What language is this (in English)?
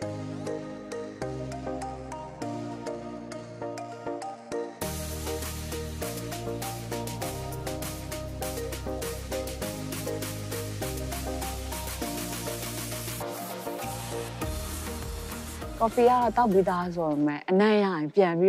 Burmese